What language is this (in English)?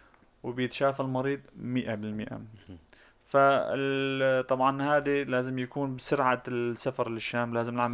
North Levantine Arabic